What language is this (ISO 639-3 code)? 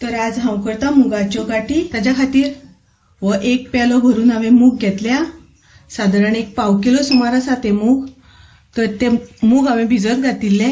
kok